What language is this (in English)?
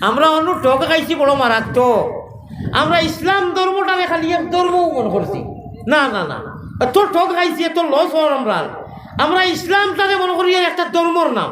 Sylheti